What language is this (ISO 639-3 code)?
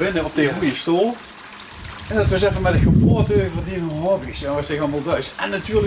lim